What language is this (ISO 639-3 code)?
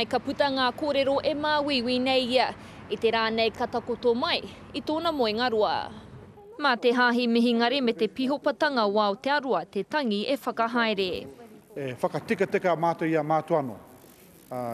mri